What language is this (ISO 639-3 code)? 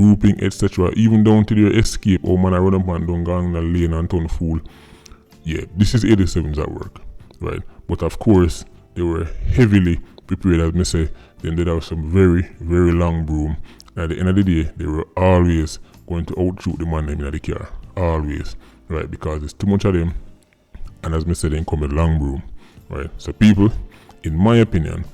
jam